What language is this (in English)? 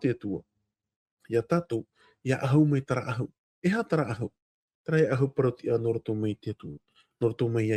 Tahitian